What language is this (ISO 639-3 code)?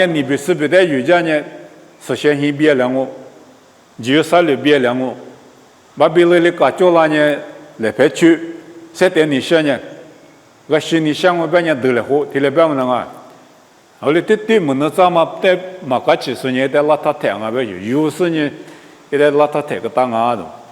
lis